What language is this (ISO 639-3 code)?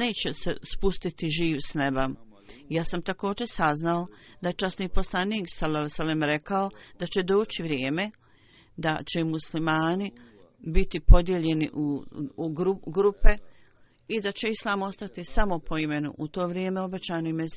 bos